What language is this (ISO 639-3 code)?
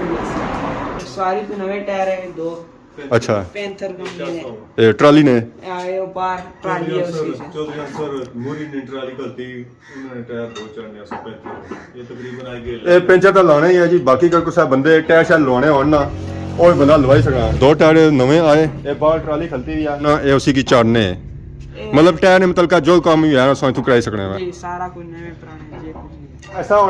phr